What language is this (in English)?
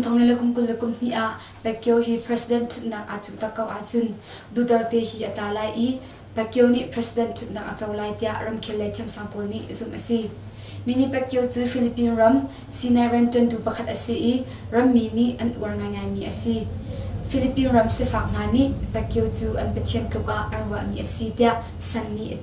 Hakha Chin